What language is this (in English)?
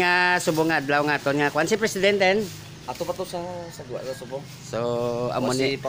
Hiligaynon